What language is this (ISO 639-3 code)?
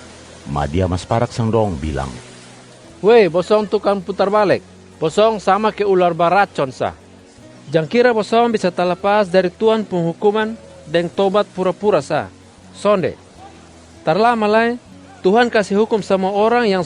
mkn